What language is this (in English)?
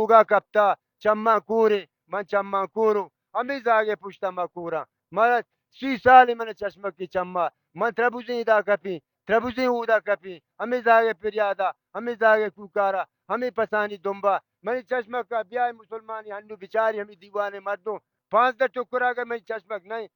Baluchi